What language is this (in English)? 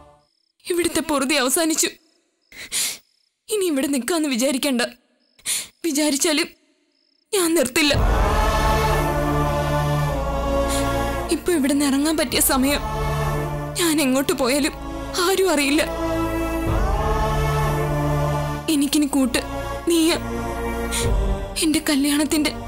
Malayalam